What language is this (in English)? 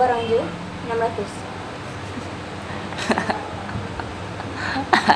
Malay